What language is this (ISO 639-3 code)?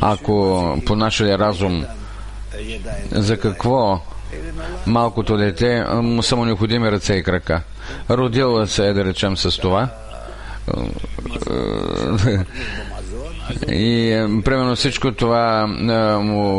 bul